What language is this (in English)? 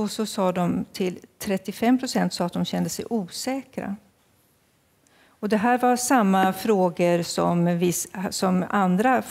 Swedish